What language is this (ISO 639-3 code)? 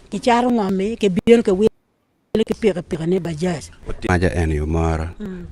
ach